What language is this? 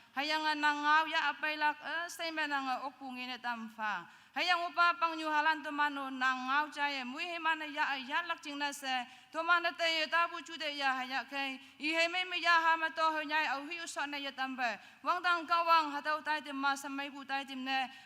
Naga Pidgin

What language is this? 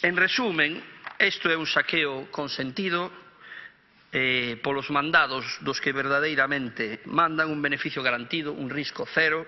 Galician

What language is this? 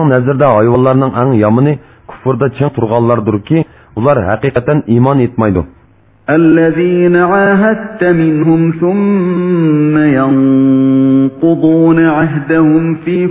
Uyghur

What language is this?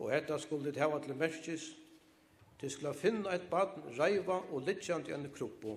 Faroese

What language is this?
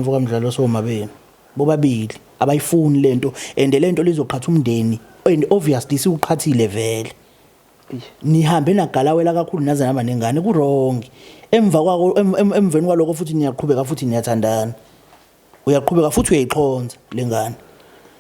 Zulu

